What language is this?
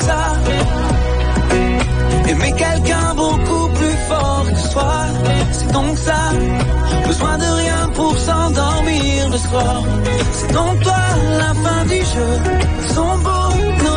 French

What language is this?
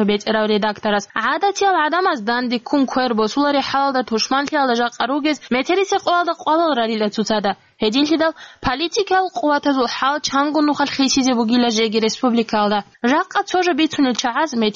Avaric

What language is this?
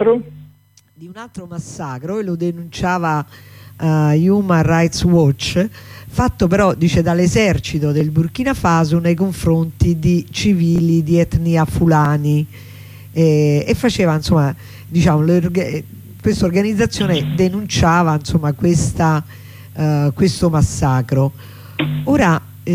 Italian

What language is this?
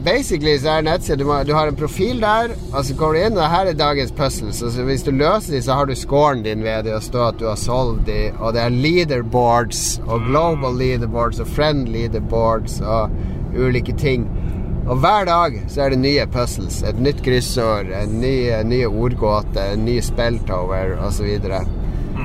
Norwegian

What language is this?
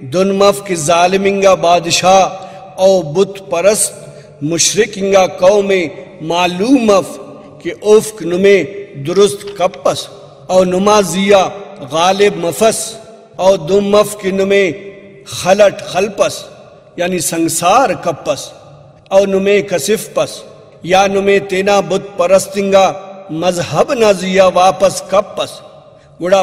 Brahui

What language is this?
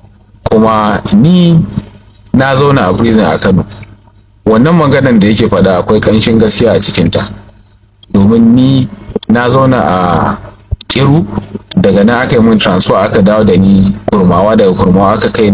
Hausa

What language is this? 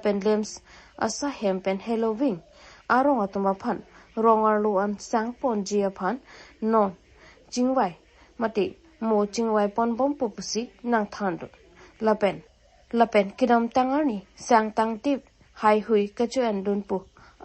Karbi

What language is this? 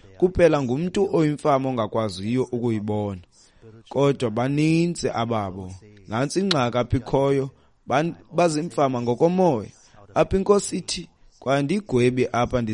Xhosa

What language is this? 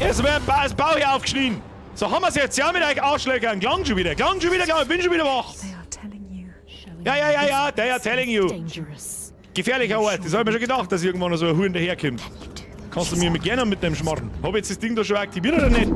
Bavarian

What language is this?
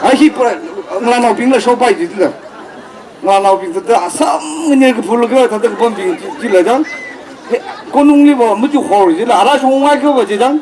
Tangkhul Naga (India)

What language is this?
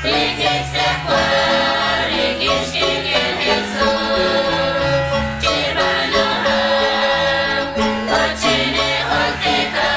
Kekchí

